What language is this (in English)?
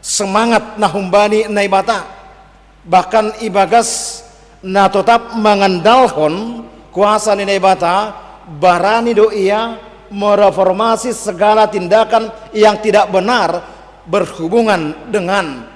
Batak Simalungun